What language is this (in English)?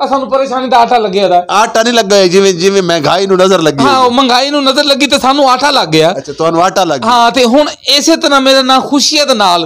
Saraiki